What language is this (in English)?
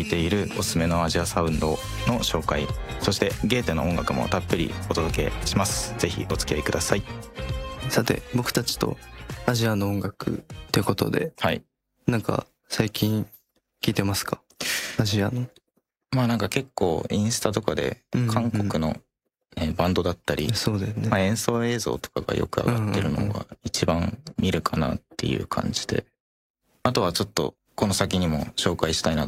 Japanese